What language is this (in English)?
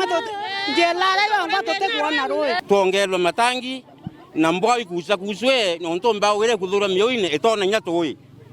Meru